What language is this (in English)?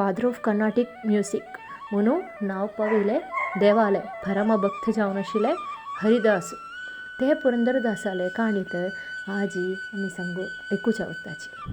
Konkani